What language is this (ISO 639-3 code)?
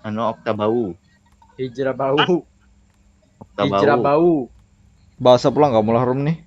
bjn